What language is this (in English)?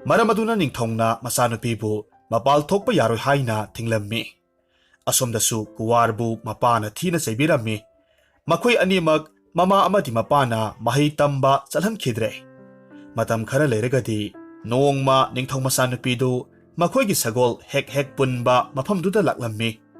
Manipuri